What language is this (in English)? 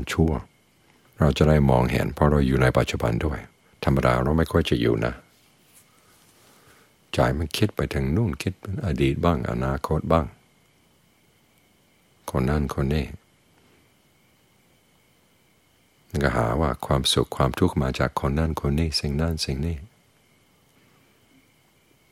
Thai